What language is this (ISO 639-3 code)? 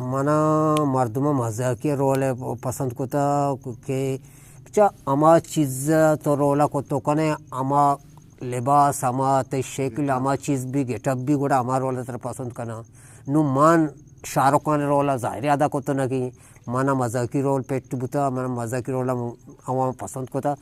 bgp